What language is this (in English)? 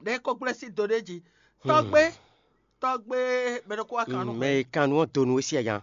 Fon